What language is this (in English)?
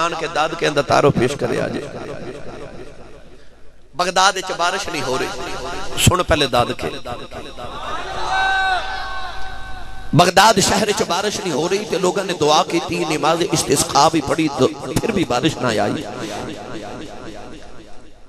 Western Panjabi